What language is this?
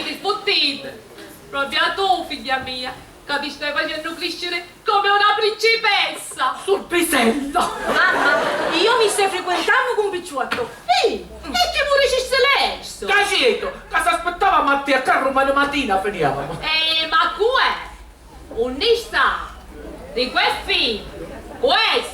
Sicilian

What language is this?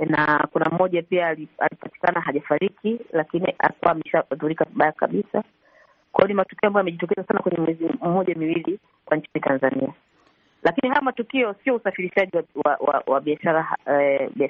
Swahili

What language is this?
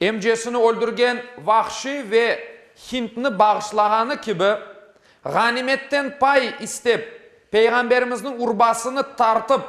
Crimean Tatar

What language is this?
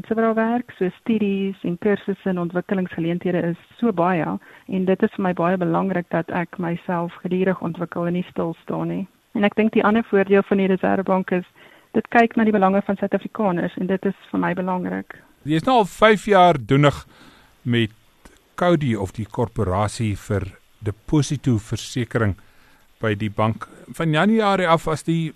Afrikaans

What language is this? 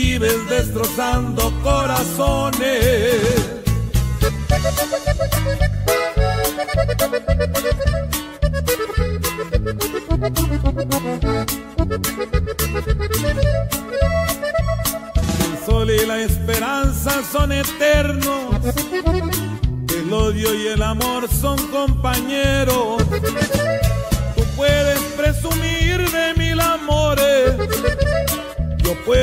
Spanish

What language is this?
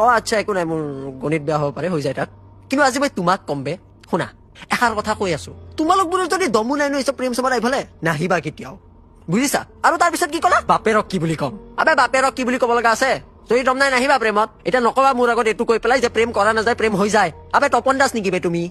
Assamese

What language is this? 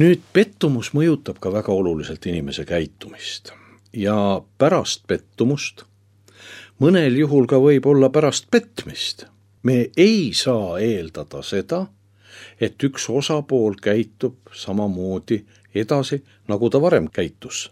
Estonian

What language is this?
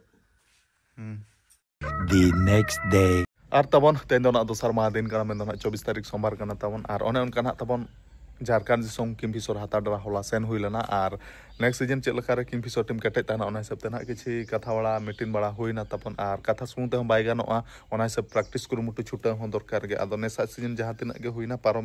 Santali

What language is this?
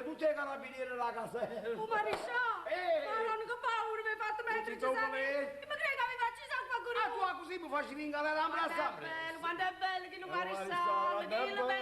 Neapolitan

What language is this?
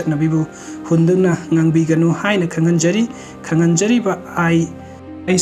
Manipuri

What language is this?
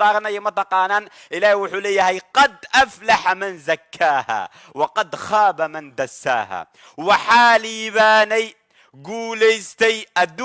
Somali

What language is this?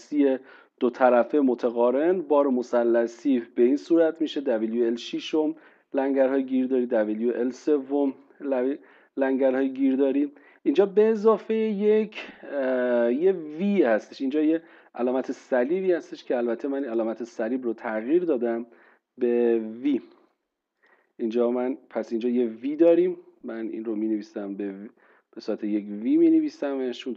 Persian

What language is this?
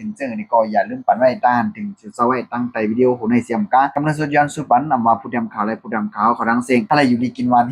Shan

